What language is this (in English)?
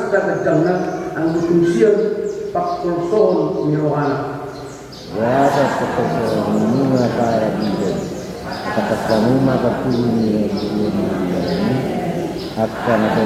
Batak Toba